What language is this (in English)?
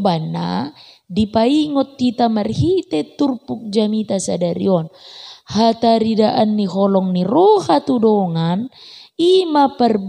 Batak Toba